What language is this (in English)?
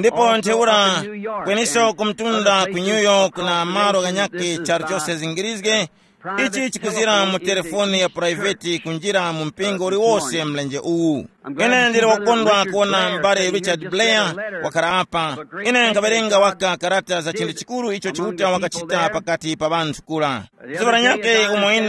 Tumbuka